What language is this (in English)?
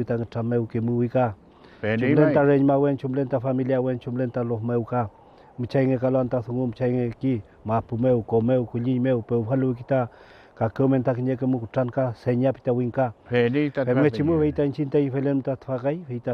Mapuche